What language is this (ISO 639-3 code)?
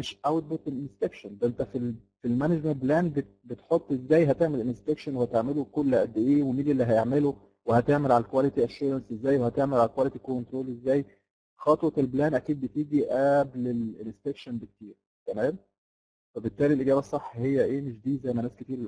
arz